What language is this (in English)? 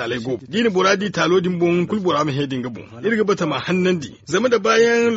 Zarma